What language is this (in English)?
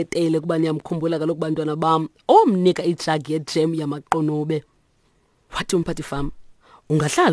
Xhosa